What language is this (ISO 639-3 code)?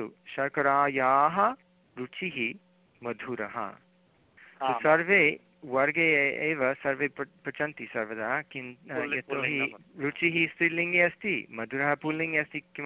san